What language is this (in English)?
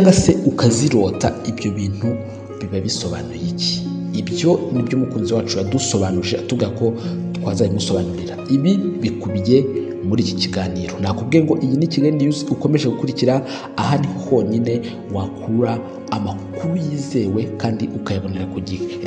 Kinyarwanda